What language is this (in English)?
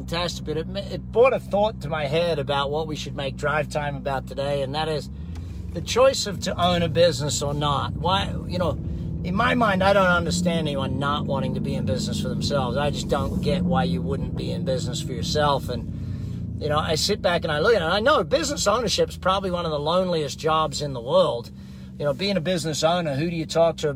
English